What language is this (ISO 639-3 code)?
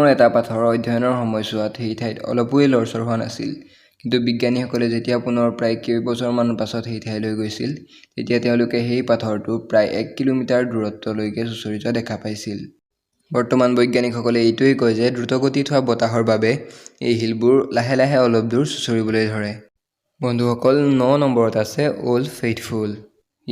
asm